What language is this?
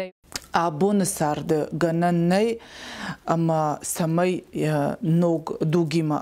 Ossetic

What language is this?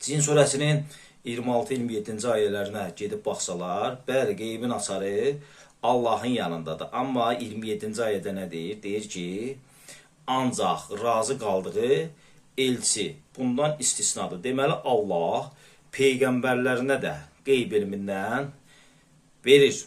Azerbaijani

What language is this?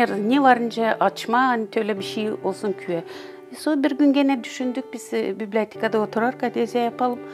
Gagauz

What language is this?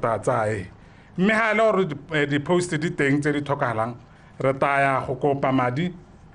Tswana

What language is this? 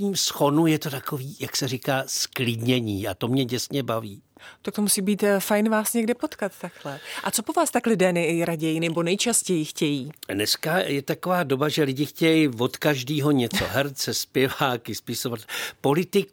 Czech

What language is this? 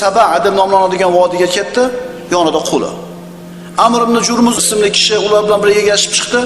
Uzbek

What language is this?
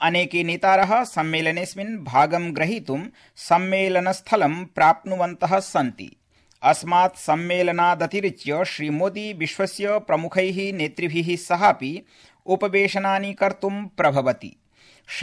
Sanskrit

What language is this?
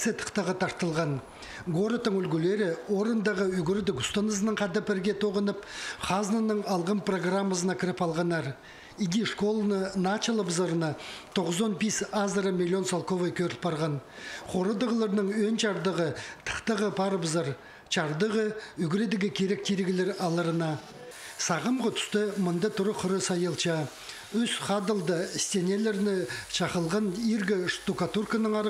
Khakas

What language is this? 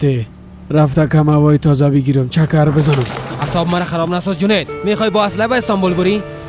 Persian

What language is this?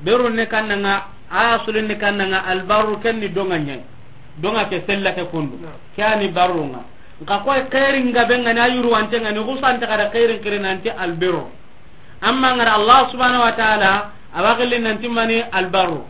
Soninke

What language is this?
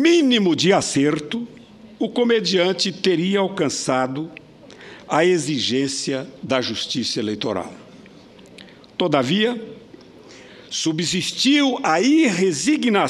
Portuguese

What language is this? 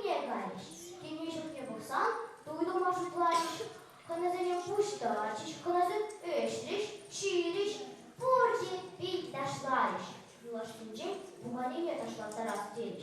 Chuvash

